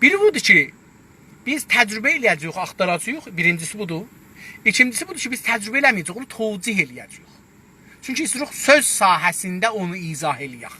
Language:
South Azerbaijani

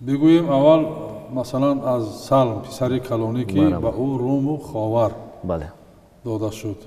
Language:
Tajik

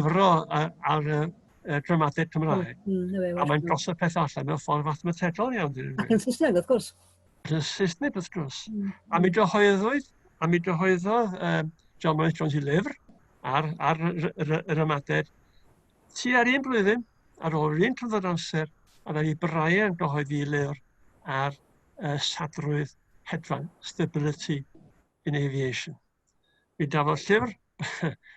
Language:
Welsh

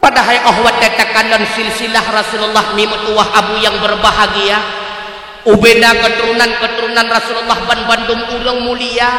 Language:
Achinese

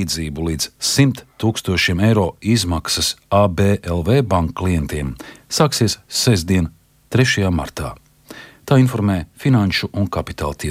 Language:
Latvian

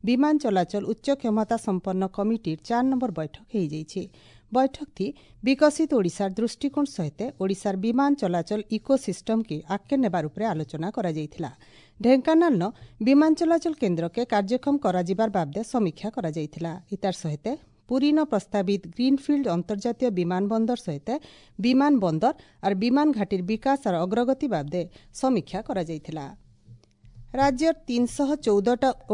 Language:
Odia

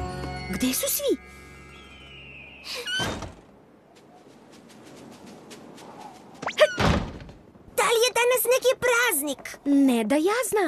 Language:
Serbian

